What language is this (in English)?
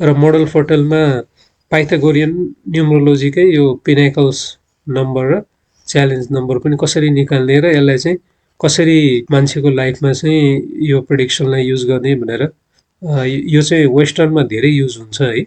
Nepali